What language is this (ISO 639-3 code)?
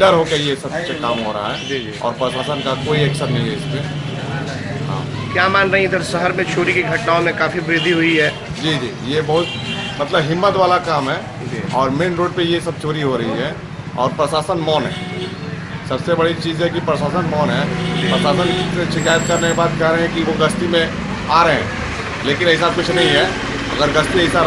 hin